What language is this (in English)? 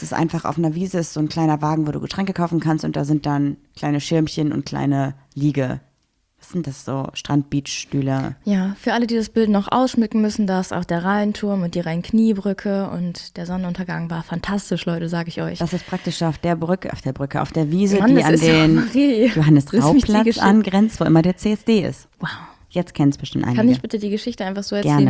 German